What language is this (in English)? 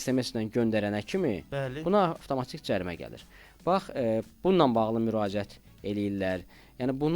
Azerbaijani